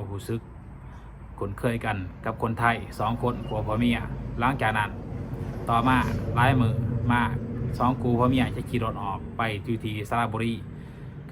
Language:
Lao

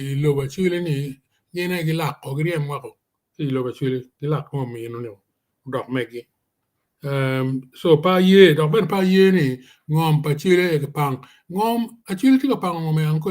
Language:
Acoli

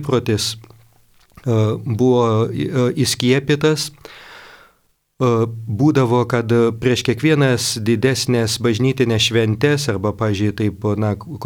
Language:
Lithuanian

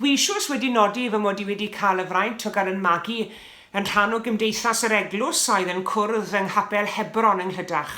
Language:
Welsh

